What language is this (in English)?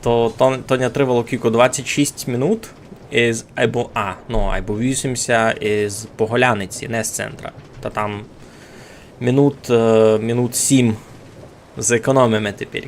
Rusyn